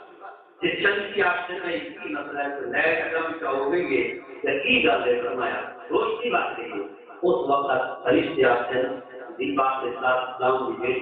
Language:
Saraiki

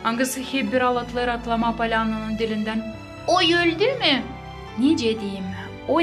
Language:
Gagauz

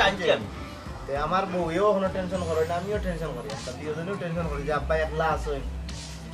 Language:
Sylheti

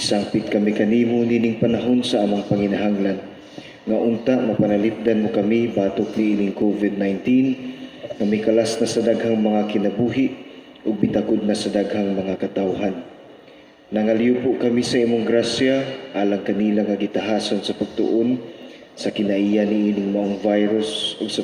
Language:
Cebuano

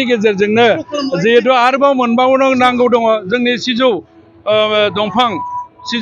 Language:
Bodo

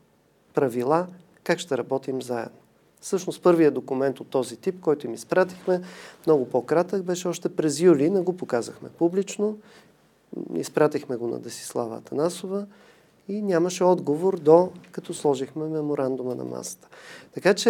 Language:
Bulgarian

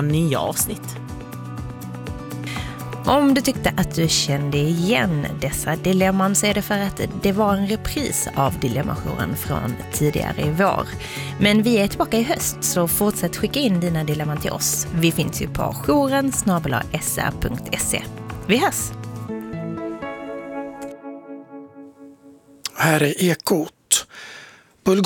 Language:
Swedish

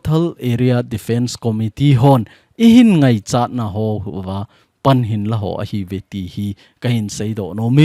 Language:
Thado Chin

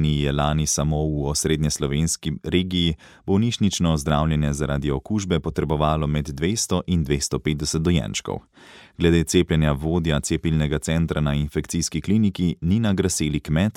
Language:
Slovenian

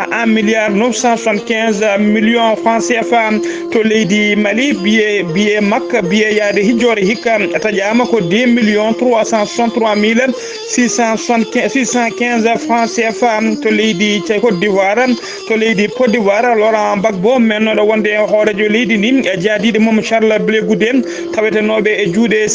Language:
Fula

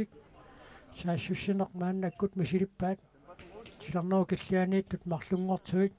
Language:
Kalaallisut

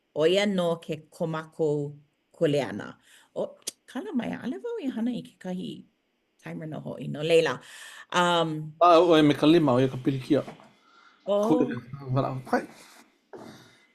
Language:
Hawaiian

